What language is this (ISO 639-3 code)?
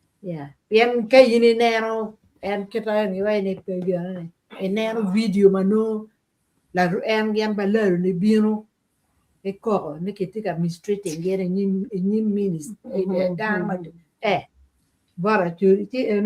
ach